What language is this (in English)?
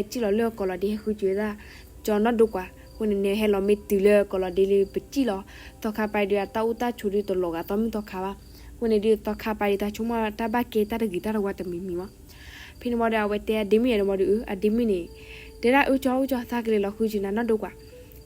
S'gaw Karen